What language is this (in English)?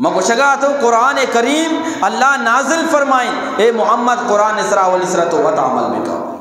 Eastern Balochi